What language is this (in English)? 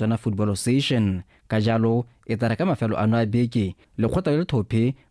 Tswana